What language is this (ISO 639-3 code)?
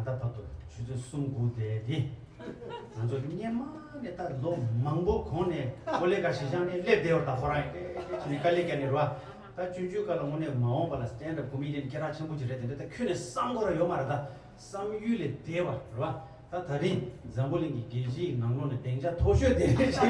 bod